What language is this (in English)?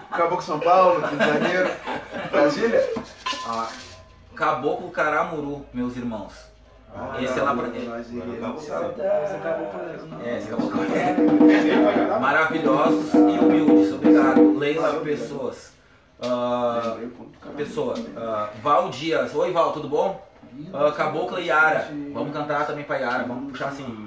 Portuguese